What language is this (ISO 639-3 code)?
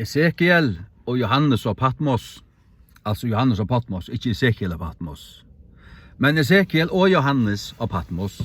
fao